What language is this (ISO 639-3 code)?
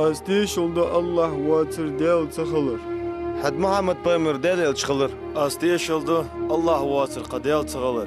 inh